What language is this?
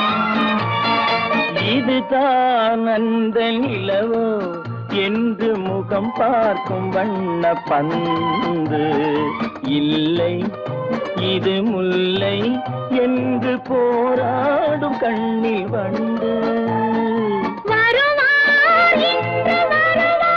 Tamil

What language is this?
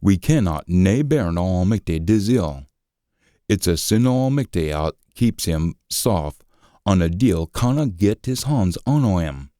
Scots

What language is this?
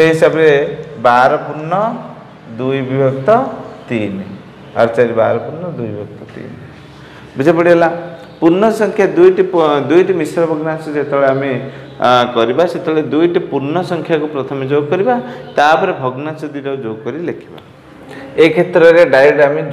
Odia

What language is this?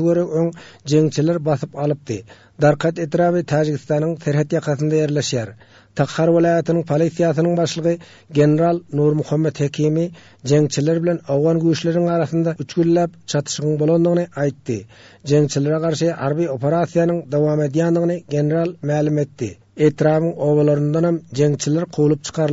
Turkmen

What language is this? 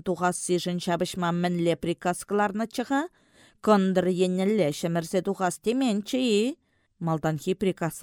Chuvash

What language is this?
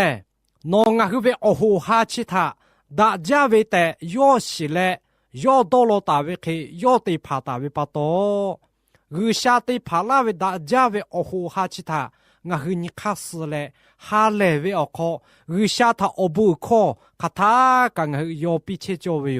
Lahu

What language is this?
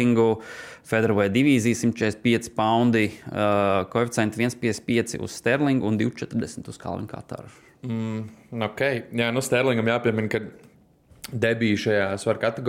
Latvian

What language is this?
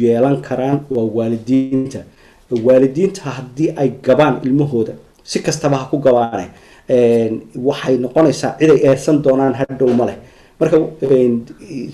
Somali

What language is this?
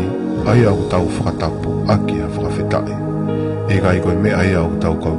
Tongan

